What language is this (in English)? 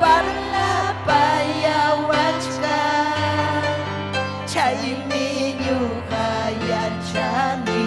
Ayacucho Quechua